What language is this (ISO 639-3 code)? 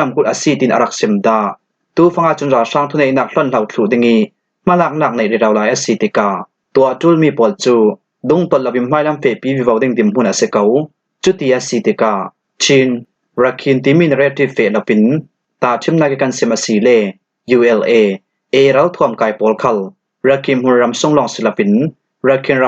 cfm